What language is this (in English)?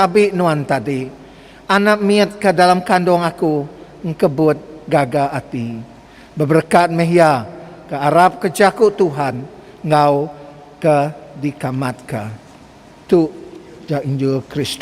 Iban